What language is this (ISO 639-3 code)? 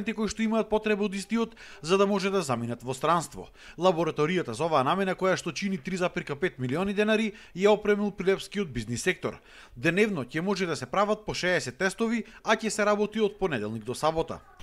mkd